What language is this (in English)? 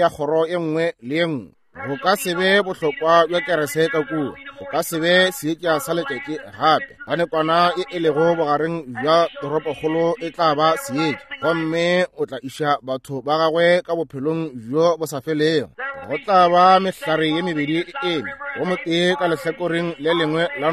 Northern Sotho